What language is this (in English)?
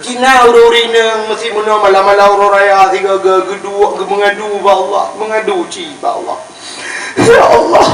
Achinese